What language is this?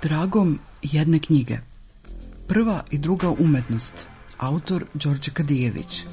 Serbian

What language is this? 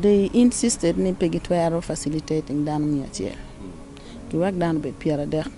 Acoli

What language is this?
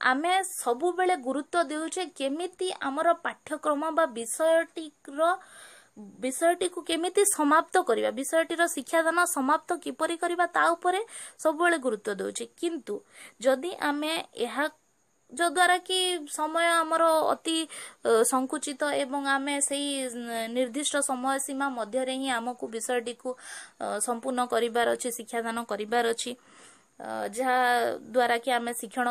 Odia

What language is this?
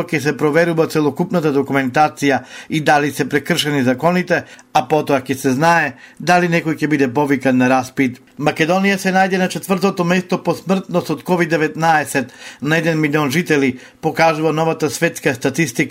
Macedonian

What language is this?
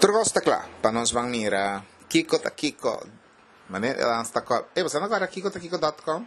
Papiamento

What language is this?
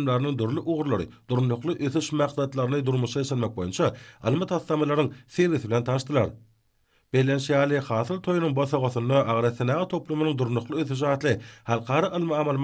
Turkmen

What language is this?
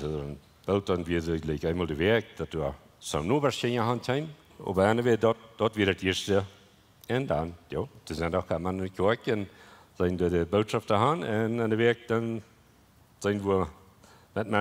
Plautdietsch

